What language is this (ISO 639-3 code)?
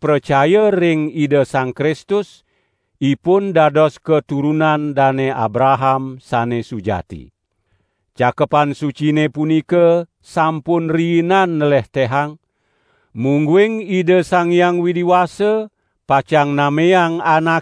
ban